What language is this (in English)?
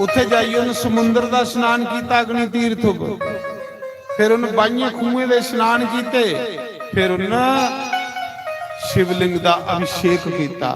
Dogri